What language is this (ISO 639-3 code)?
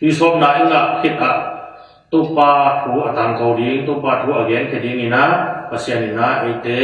ctd